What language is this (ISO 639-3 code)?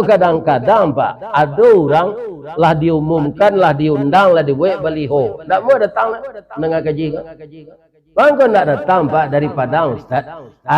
min